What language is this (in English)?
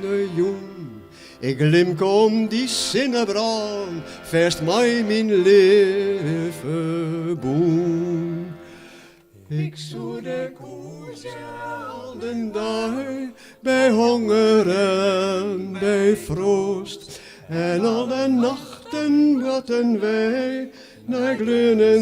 Western Frisian